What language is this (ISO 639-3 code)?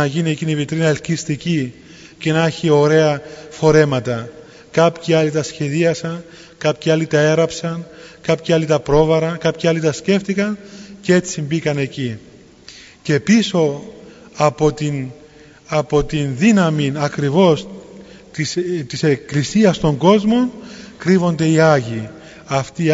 ell